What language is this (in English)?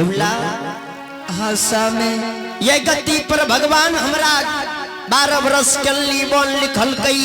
Angika